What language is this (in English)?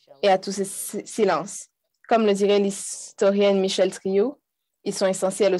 French